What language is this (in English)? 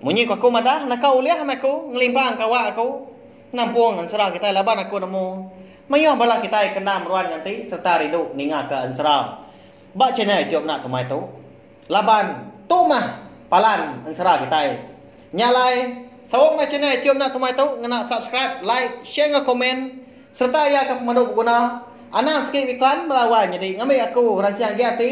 Iban